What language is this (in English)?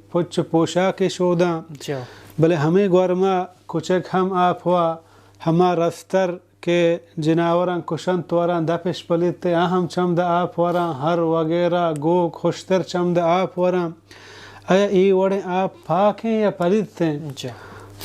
Baluchi